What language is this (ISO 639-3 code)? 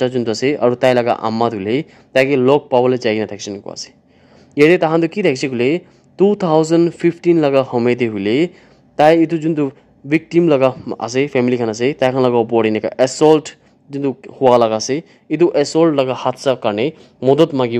nag